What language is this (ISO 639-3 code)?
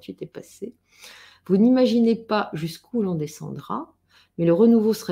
fra